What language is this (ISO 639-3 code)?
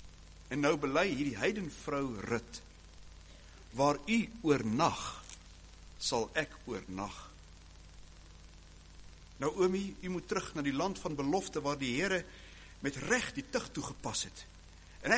afr